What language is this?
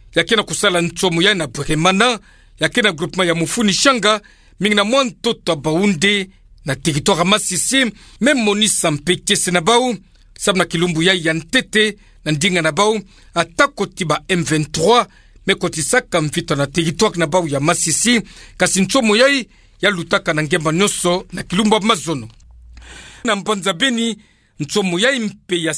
Kituba (Democratic Republic of Congo)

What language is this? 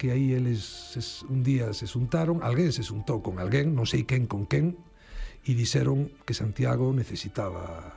Galician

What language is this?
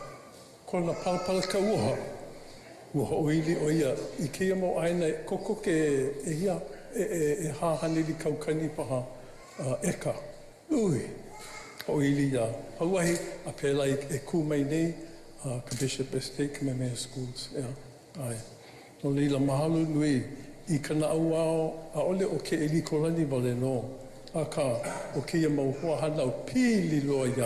Hawaiian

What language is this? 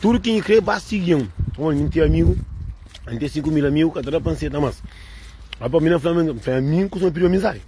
Kabuverdianu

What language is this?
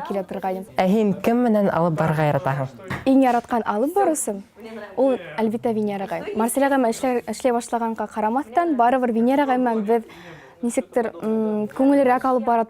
Bashkir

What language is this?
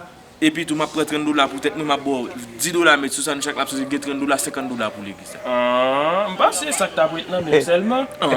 Haitian Creole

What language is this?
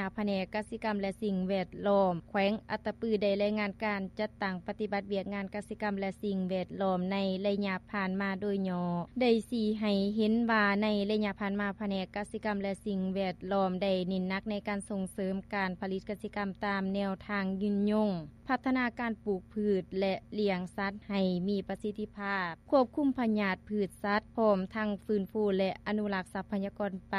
Lao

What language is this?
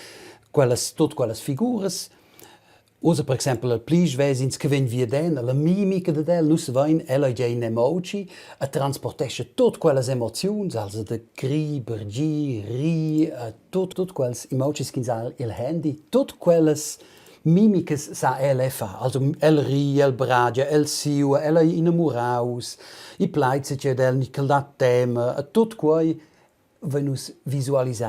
Romansh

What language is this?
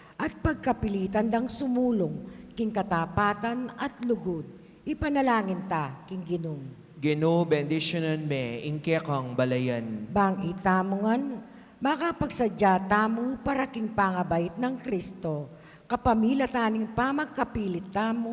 Pampanga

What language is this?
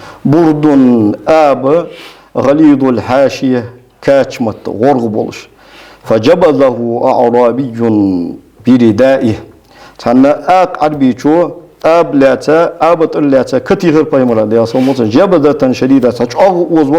Ingush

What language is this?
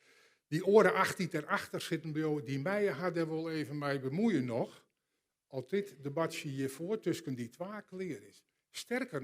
Western Frisian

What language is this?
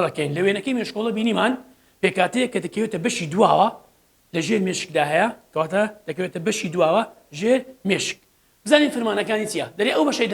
Central Kurdish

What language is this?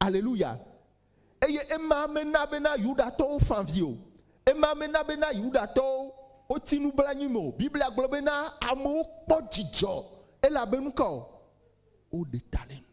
Ewe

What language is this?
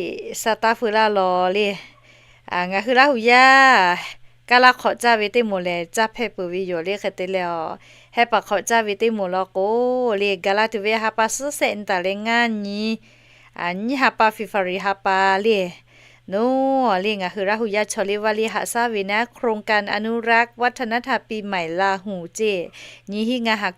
Lahu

